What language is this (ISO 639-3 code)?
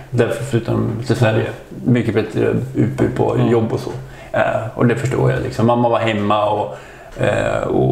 swe